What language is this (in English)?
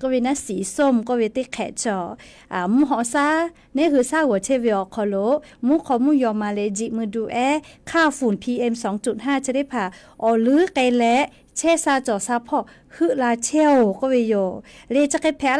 Lahu